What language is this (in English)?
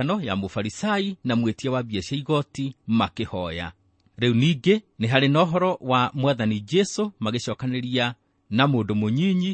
Kikuyu